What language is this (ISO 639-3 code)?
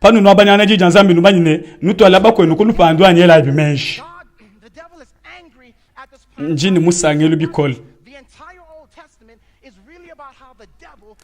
lua